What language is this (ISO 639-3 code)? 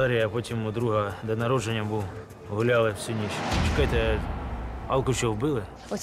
ukr